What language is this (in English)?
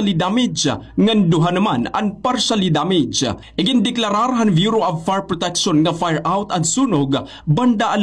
Waray